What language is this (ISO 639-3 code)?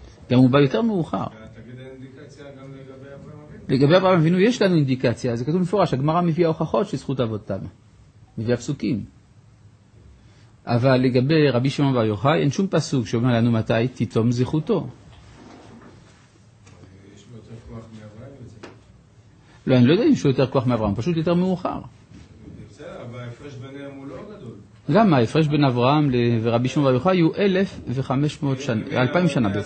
heb